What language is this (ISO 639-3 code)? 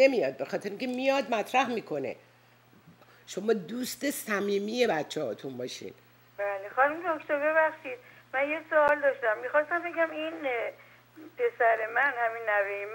fas